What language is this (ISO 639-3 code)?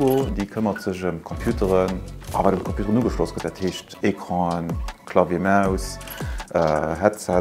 ltz